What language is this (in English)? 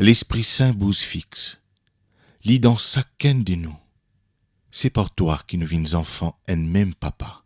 Morisyen